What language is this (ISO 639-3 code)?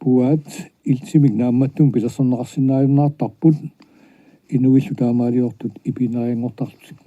kal